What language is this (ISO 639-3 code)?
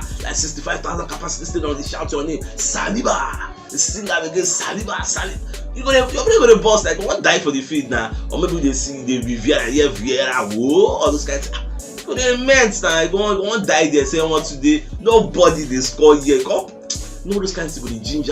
pcm